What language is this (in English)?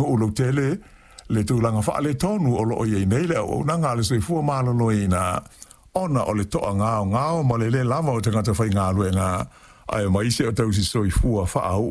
Samoan